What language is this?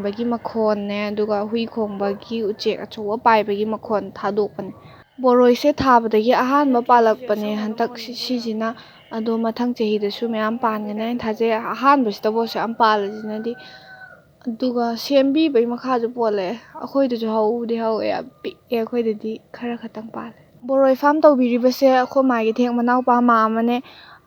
Manipuri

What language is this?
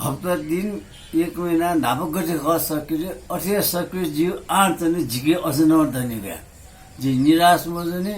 Newari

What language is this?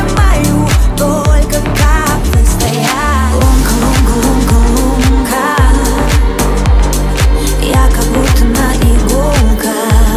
Russian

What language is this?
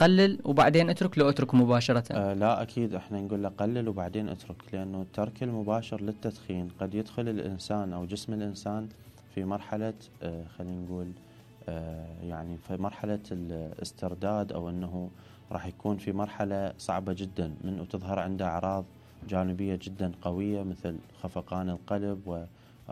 Mesopotamian Arabic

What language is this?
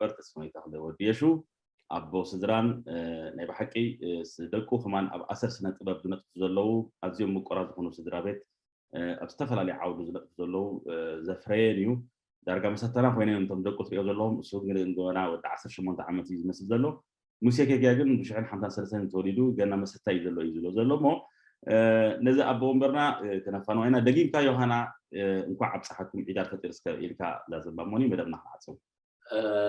Tigrinya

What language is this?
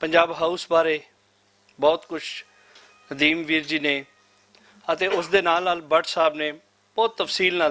Western Panjabi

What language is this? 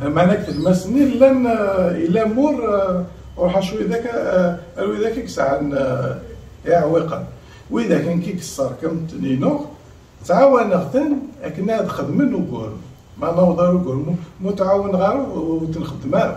Kabyle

